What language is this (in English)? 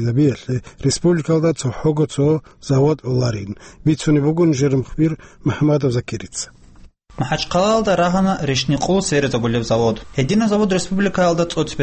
Avaric